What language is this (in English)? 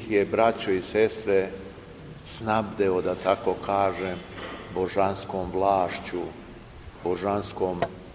Serbian